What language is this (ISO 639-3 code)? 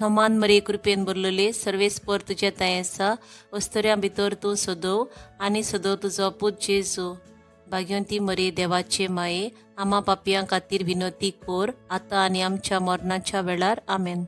kok